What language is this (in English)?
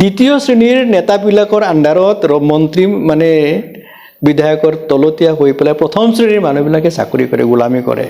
Assamese